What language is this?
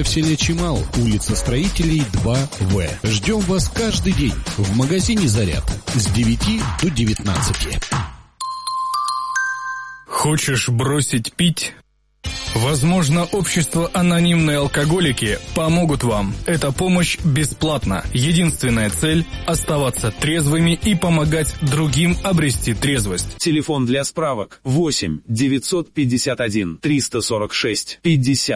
Russian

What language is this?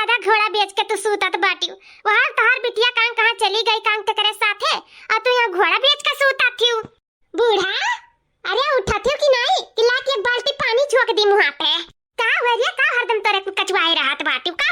Awadhi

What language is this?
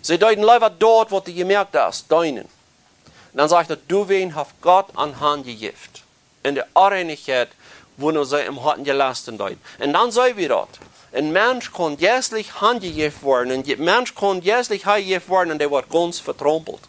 Plautdietsch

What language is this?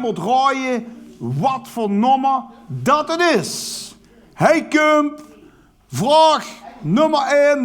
Limburgish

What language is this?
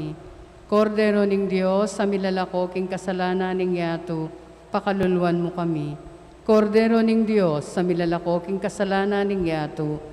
Pampanga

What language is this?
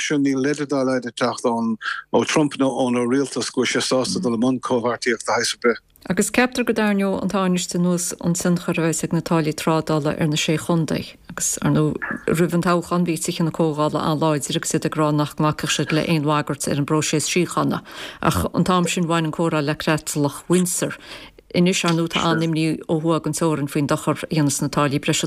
Irish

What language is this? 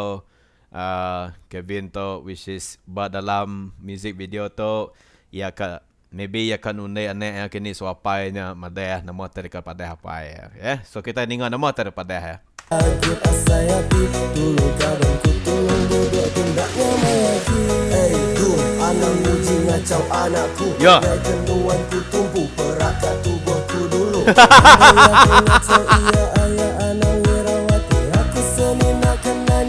Iban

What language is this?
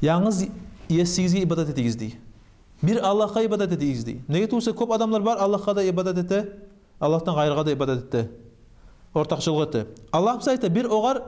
Kumyk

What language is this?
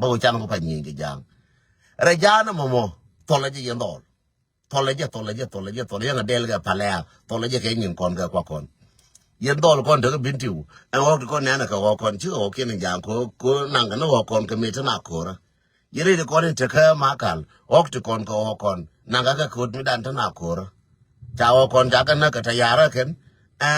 Nuer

